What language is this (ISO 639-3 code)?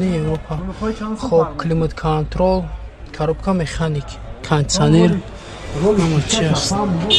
tgk